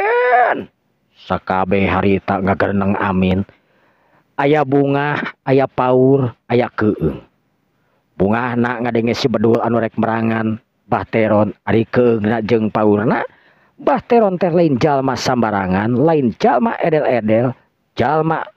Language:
Sundanese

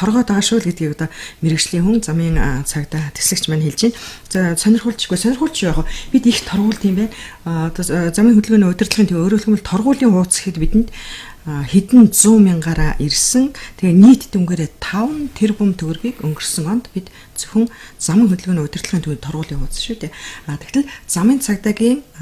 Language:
Mongolian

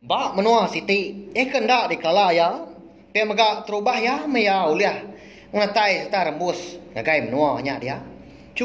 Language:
Iban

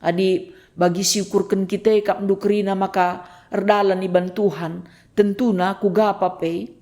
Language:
Batak Karo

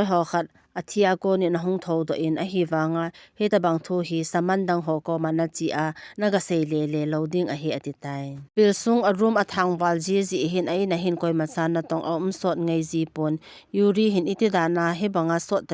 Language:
Thado Chin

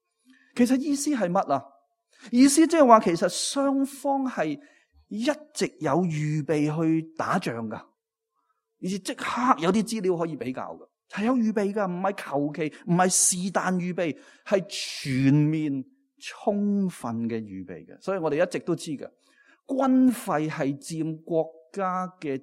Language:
Cantonese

